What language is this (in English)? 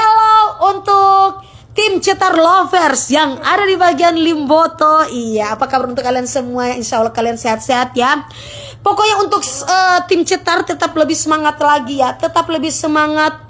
Manado Malay